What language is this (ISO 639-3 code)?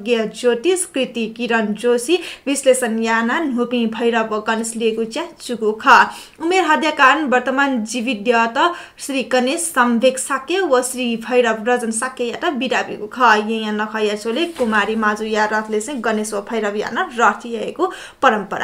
new